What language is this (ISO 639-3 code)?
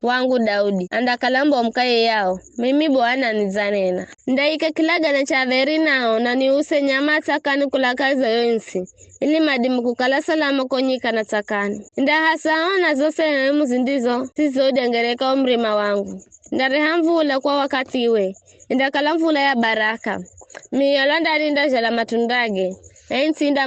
nyf